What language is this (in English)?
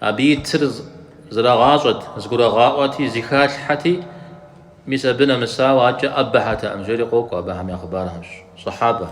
Kabardian